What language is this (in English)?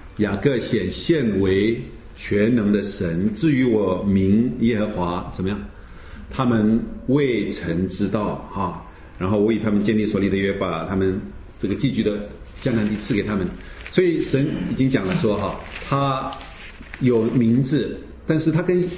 Chinese